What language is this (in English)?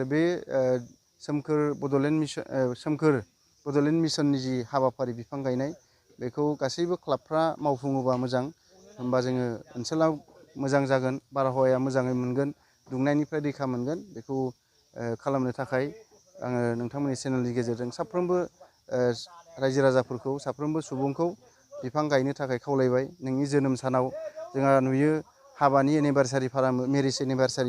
Bodo